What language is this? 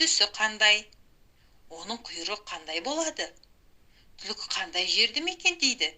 Kazakh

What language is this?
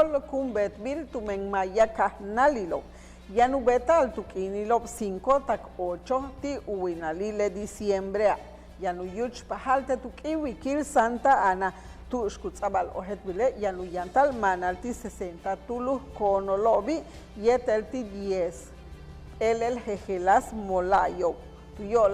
Yucateco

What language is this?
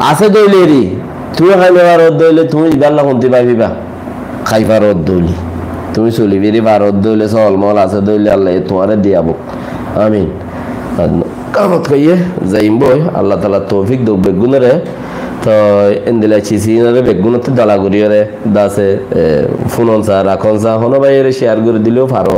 Rohingya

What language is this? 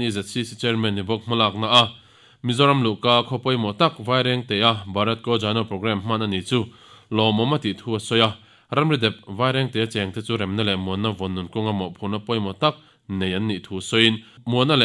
Mizo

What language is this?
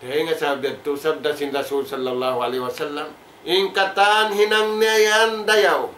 Tausug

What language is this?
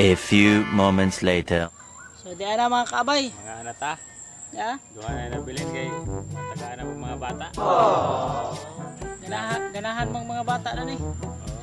Cebuano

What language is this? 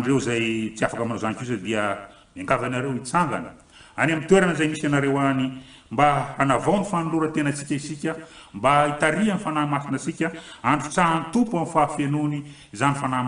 Malagasy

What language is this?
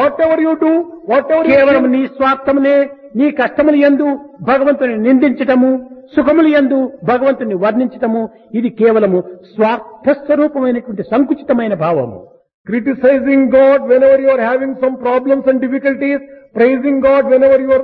Telugu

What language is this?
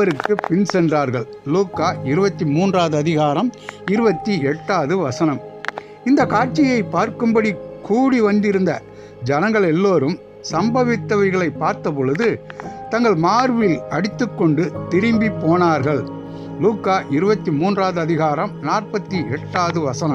Tamil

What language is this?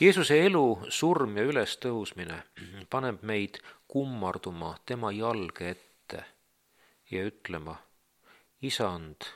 Estonian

